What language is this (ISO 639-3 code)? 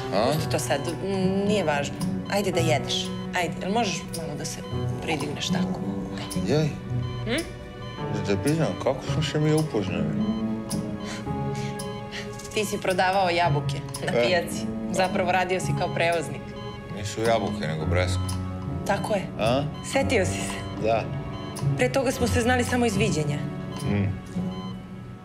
srp